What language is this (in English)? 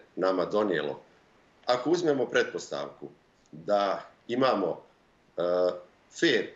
Bosnian